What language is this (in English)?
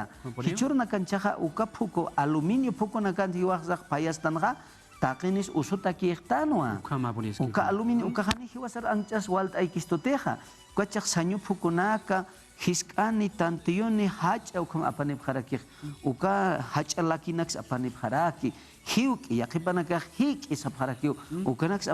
Aymara